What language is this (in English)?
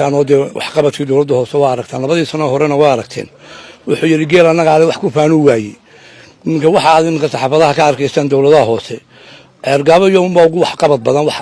Somali